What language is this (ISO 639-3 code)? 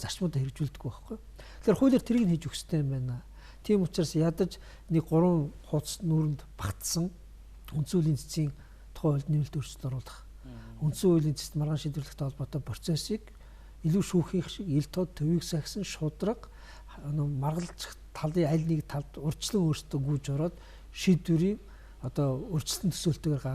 mon